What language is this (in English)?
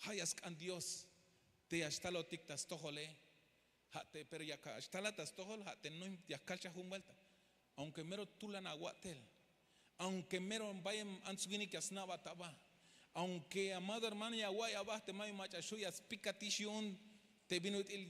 Tzeltal